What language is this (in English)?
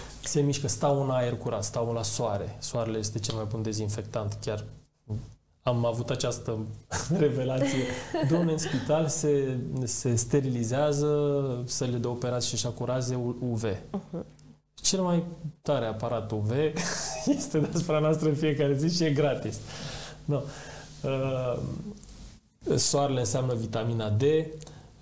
Romanian